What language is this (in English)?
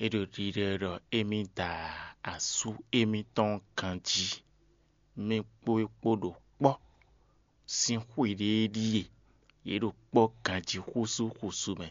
Fon